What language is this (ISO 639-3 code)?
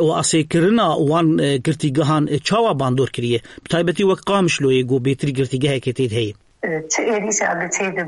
kur